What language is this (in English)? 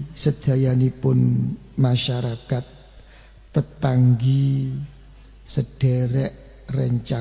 Javanese